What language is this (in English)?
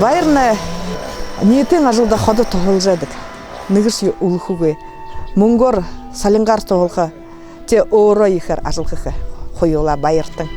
Buriat